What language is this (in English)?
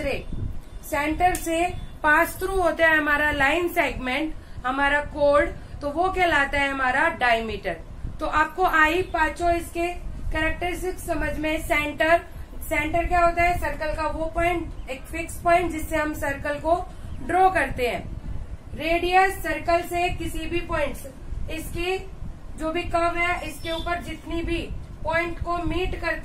Hindi